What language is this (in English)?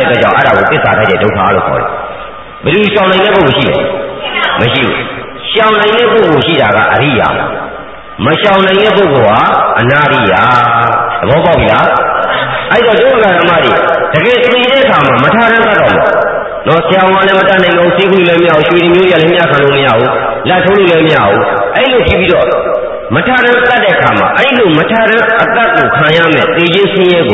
Burmese